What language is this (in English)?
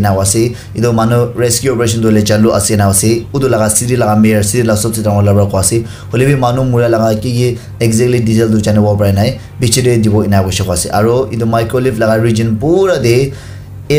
Naga Pidgin